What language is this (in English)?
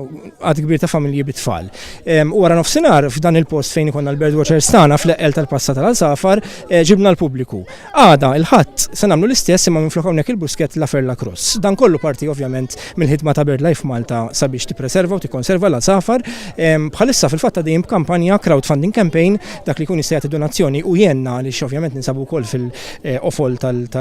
Maltese